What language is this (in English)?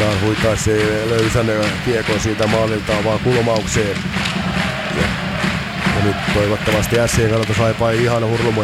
Finnish